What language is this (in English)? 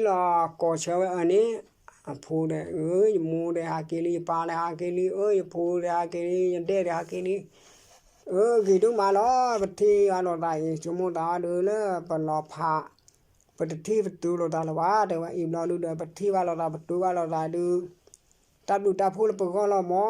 S'gaw Karen